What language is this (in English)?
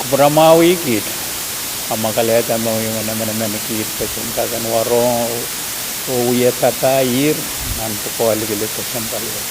Pohnpeian